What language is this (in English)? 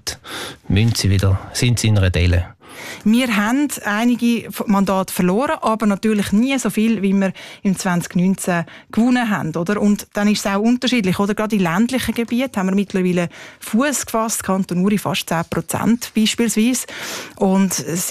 German